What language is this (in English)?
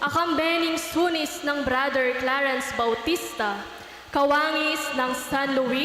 Pampanga